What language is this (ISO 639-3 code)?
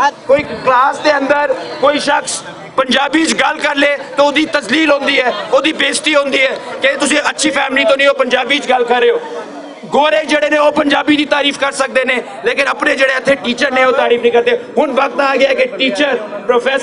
lah